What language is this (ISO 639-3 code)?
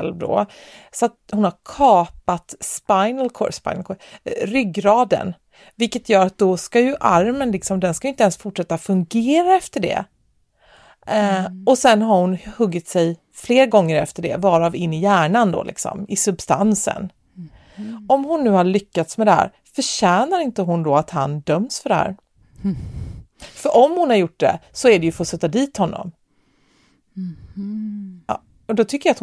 swe